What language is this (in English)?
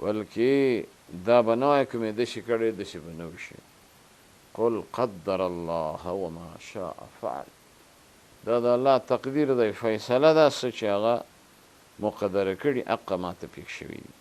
Pashto